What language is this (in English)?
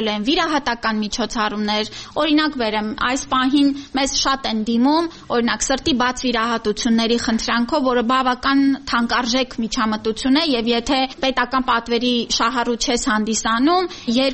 Armenian